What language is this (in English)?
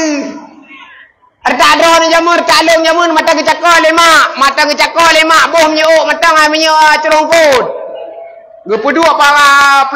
Achinese